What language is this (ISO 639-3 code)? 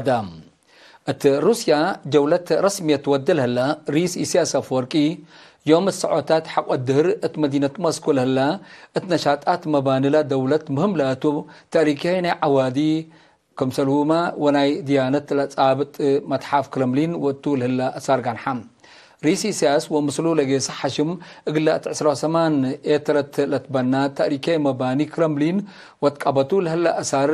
tig